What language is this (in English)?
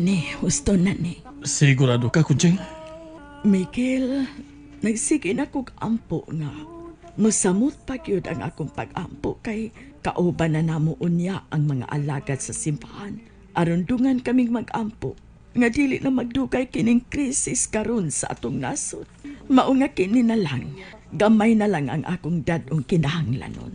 Cebuano